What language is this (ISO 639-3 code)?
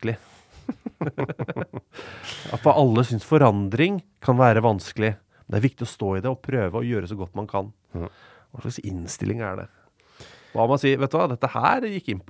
nor